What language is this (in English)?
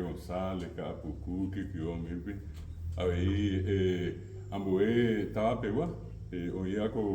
Guarani